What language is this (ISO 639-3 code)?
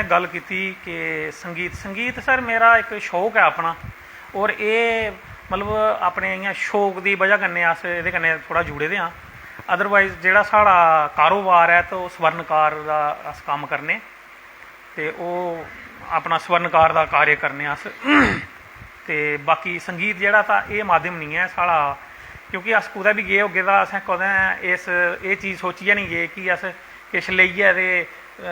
doi